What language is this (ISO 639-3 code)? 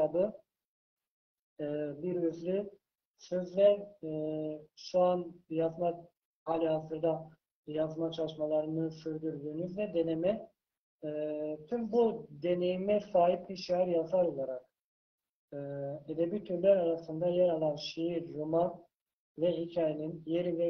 tur